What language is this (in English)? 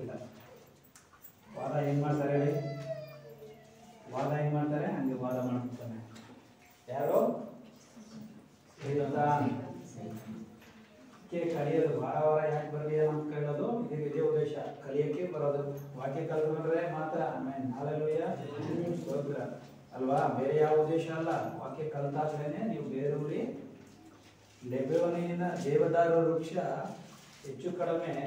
Kannada